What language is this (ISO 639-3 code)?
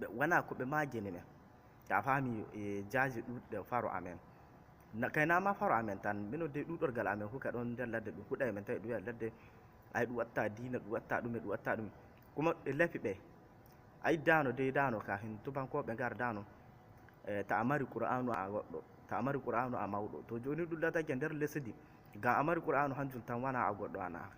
ful